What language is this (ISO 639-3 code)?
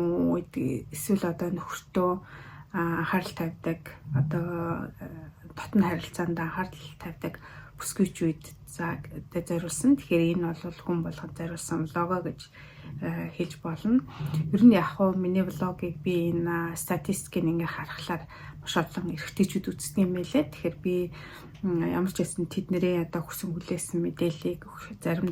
mon